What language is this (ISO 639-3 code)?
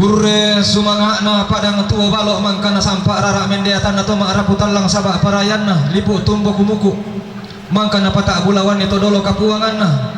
sda